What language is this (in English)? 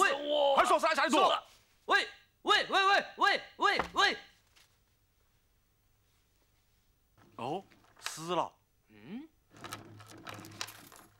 Chinese